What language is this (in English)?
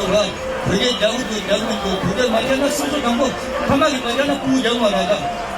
Tibetan